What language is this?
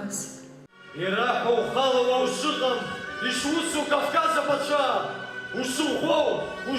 Abkhazian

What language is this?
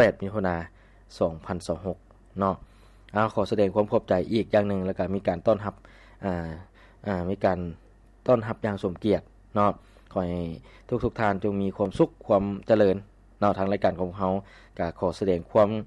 Lao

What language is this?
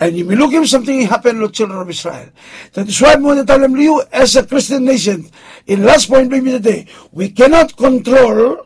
Bislama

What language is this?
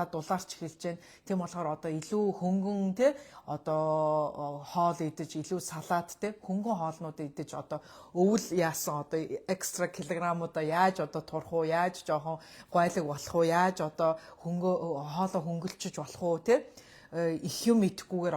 Mongolian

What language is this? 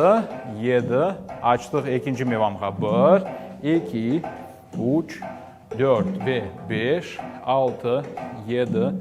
Crimean Tatar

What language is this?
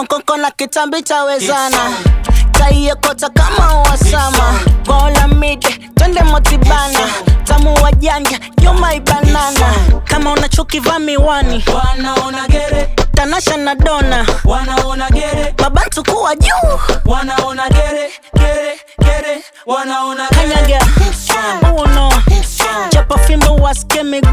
Swahili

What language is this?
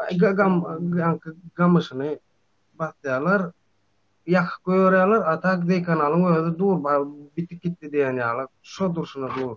Turkmen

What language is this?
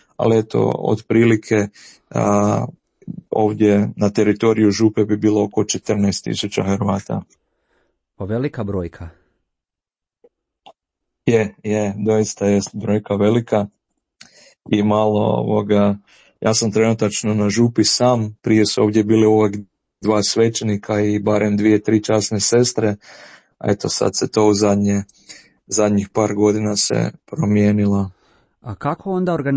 Croatian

